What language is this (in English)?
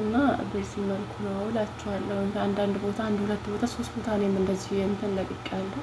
Amharic